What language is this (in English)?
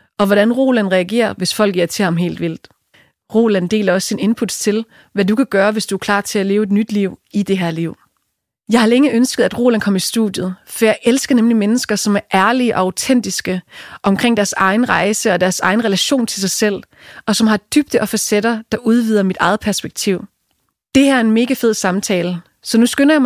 Danish